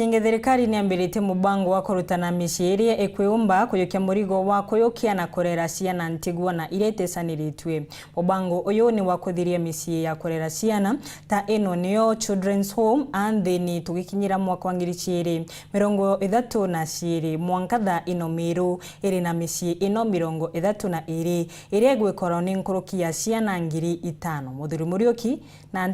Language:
Meru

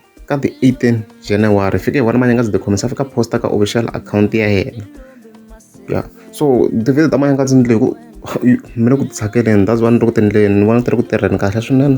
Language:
Tsonga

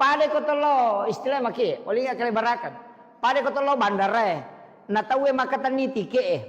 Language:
Buginese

